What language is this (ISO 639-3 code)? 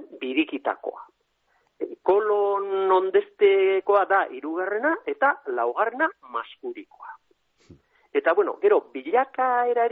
eus